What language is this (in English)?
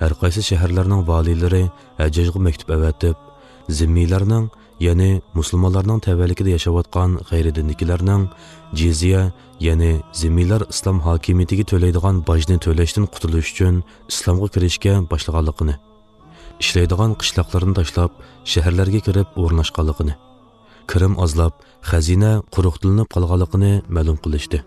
Uyghur